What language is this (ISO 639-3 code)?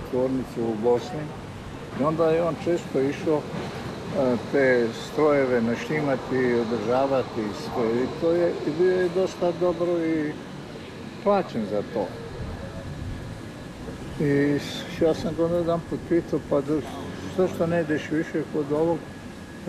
hrv